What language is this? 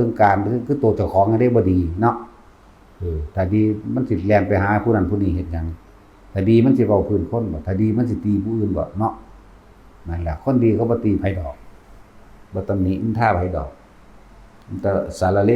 Northeastern Thai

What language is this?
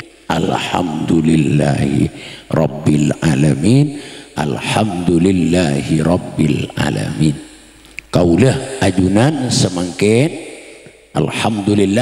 Madurese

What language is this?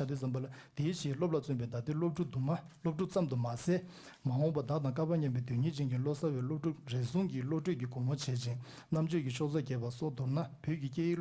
Tibetan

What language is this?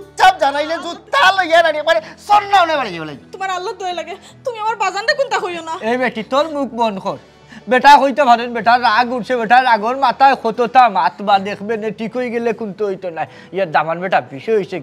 Sylheti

